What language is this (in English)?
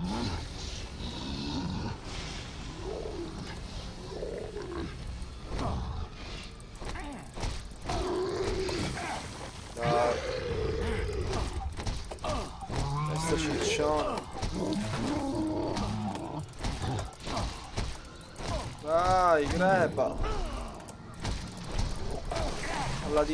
Italian